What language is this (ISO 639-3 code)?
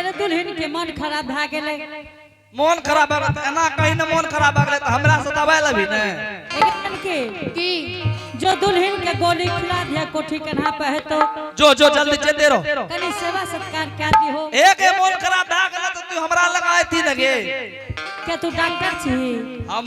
anp